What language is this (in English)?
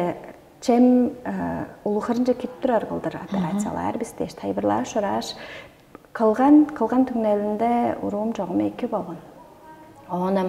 Tuvinian